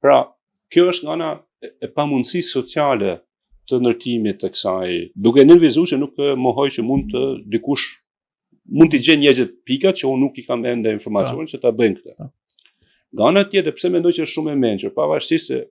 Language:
Albanian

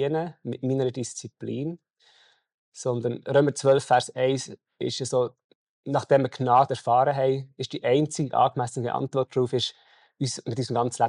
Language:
Swiss German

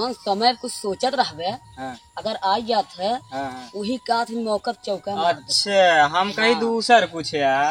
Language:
Awadhi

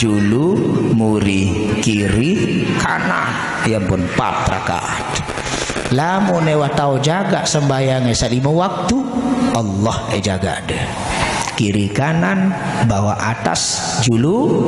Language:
Sasak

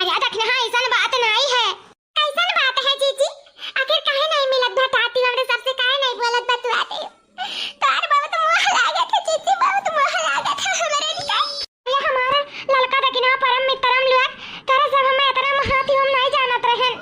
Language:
Awadhi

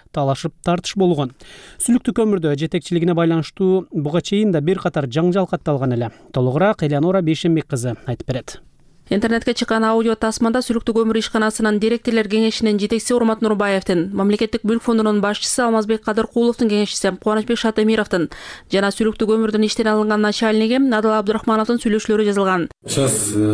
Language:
Kyrgyz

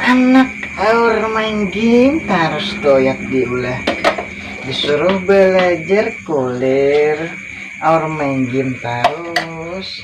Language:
Banjar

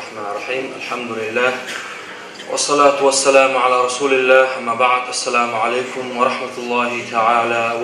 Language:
Kumyk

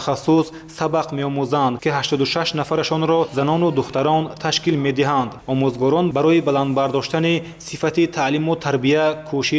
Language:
Tajik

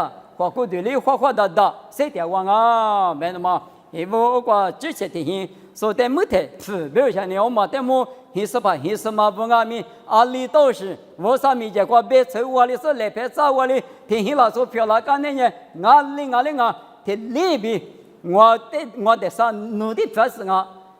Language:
Lisu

